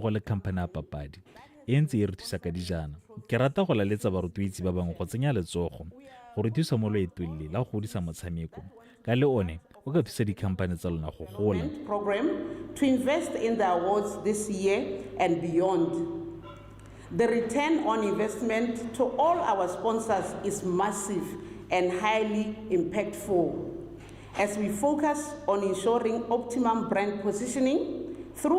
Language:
Tswana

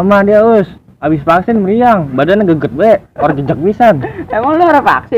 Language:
Betawi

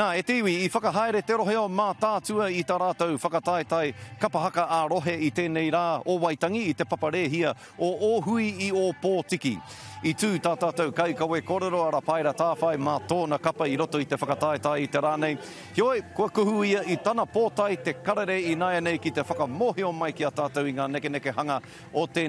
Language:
Māori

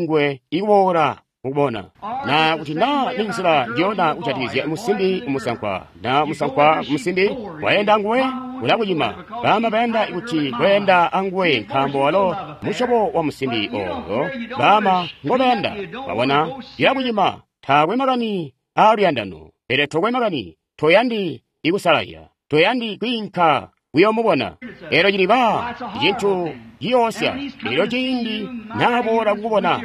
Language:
Tonga (Zambia)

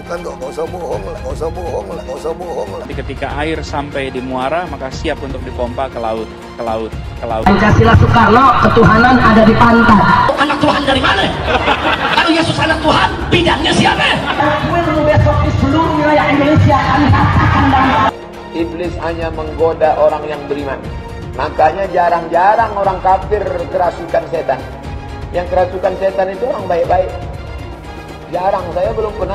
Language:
Indonesian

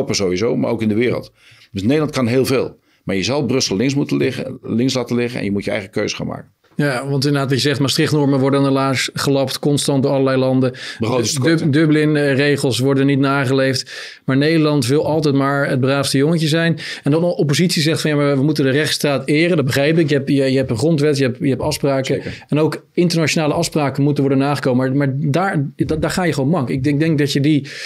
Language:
Dutch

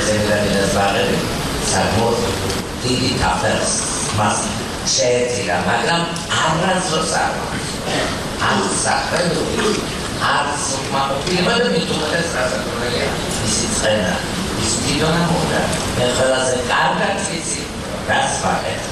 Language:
Georgian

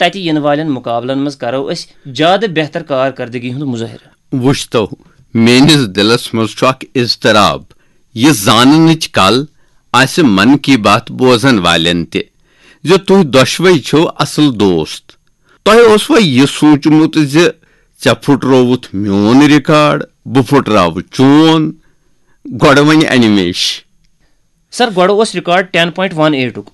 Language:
Kashmiri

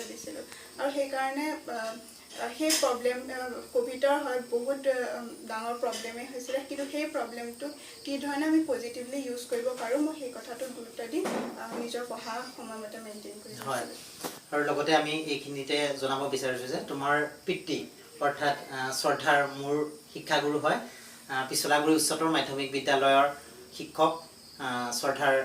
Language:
Assamese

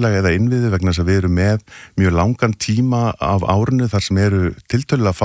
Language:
Icelandic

